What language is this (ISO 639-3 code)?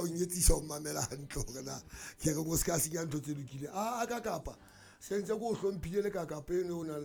sot